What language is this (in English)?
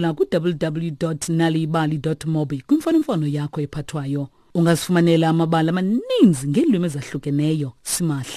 Xhosa